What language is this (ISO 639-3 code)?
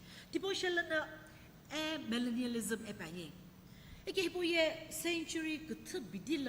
nsm